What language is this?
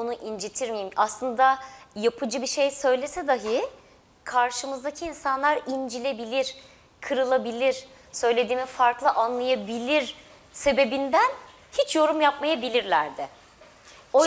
Turkish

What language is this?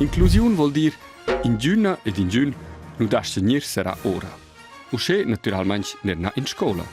Romansh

